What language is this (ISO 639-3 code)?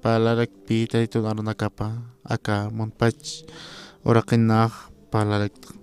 aym